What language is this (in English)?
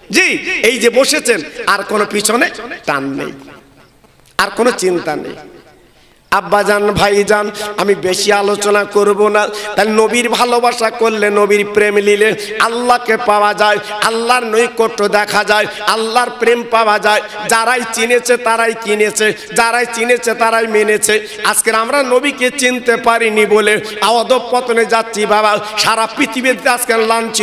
Bangla